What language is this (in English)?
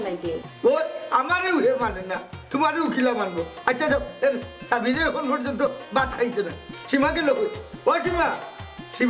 Sylheti